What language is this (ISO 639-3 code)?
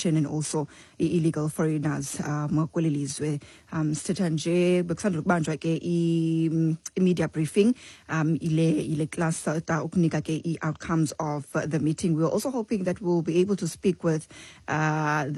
xho